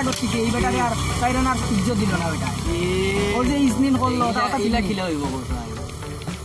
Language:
Sylheti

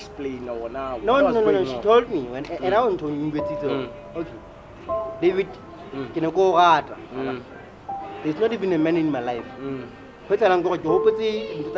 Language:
Southern Sotho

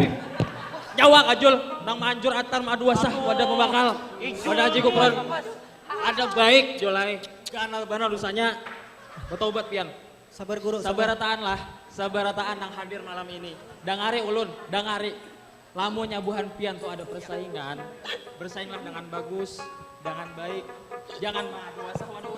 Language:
Banjar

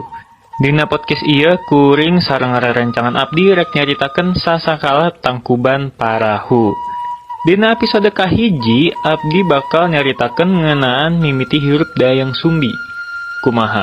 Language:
Sundanese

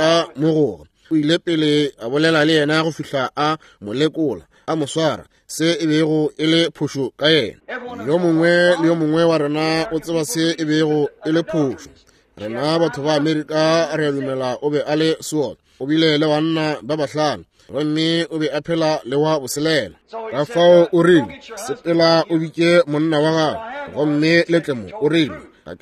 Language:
Northern Sotho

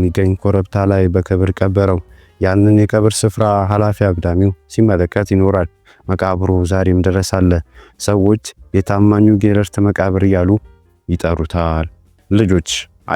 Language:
Amharic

